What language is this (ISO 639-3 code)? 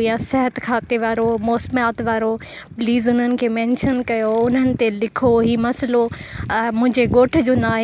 snd